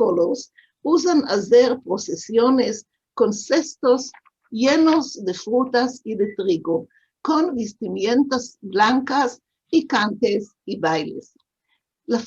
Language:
Ladino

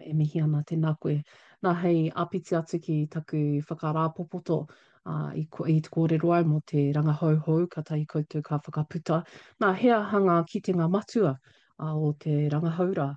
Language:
Māori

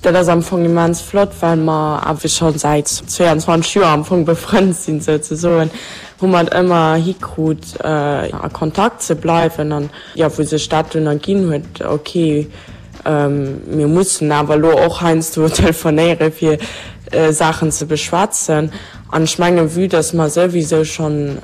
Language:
Luxembourgish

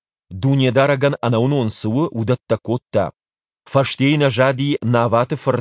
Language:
Ossetic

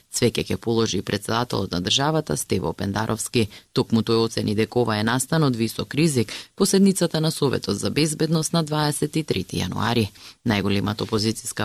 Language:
Macedonian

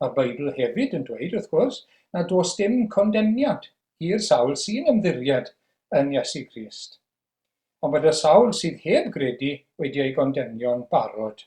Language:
Welsh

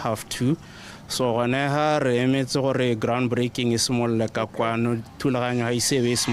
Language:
Tswana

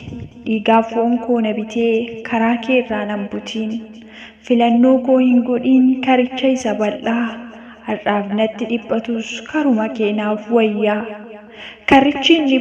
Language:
Oromo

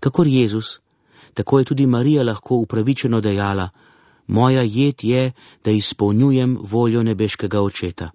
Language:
Slovenian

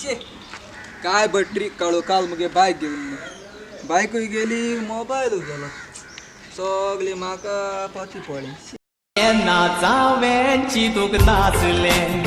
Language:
Konkani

